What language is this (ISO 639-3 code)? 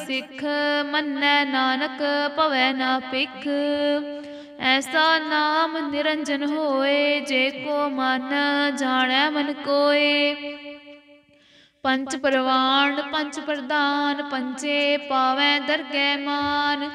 pan